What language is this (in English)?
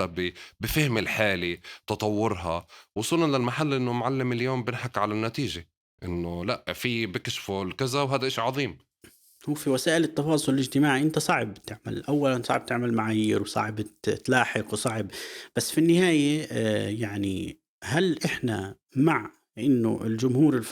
North Levantine Arabic